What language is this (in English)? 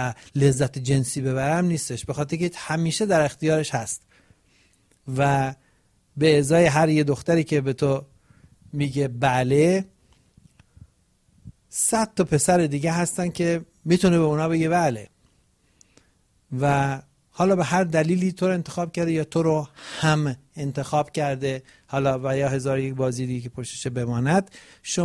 Persian